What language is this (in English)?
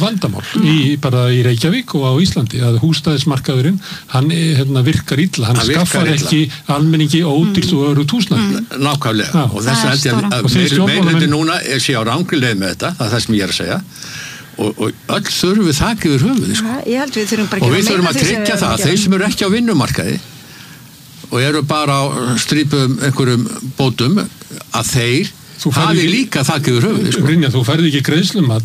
Icelandic